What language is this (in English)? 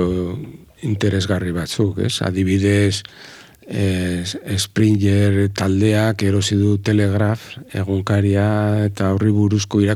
Basque